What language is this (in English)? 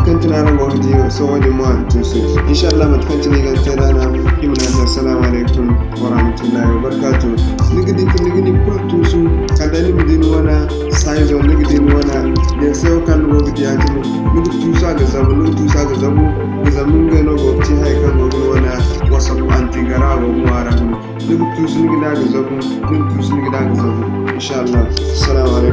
Zarma